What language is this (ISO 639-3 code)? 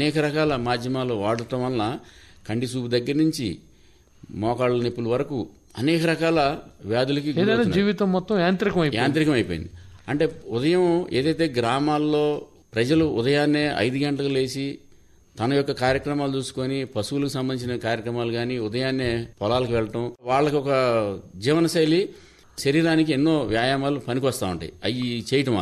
tel